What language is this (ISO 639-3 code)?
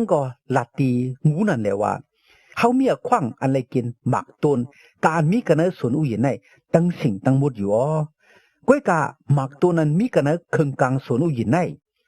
shn